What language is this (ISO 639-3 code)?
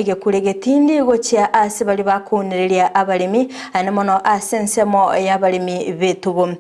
guz